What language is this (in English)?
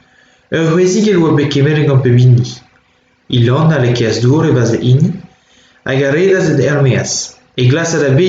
Breton